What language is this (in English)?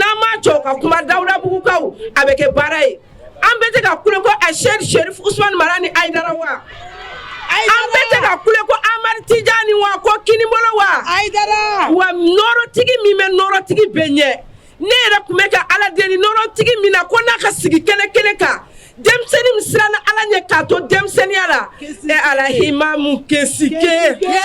Bambara